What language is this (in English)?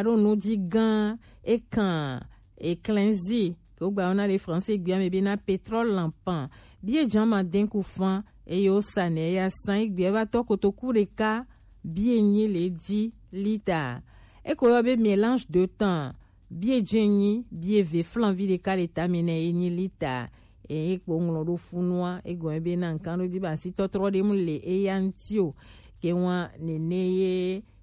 Gen